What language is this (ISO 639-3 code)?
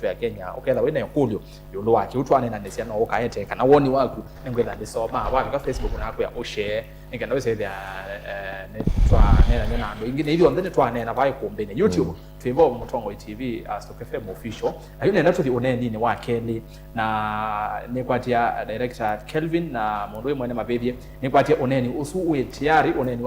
kam